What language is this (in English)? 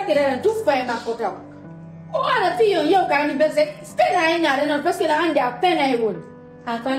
Pular